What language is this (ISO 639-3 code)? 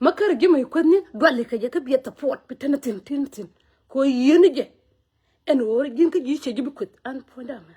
nus